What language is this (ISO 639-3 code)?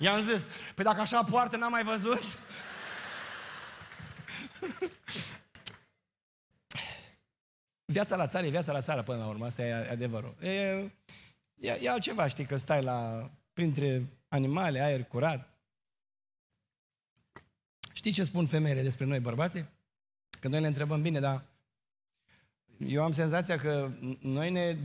ron